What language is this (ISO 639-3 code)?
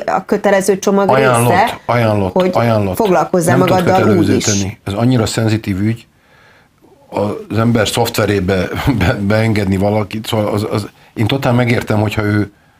hun